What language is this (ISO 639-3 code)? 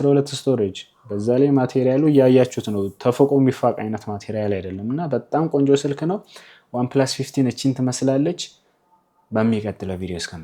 amh